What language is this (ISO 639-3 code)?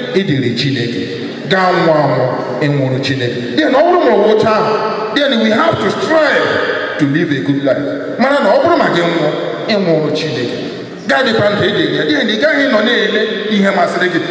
ibo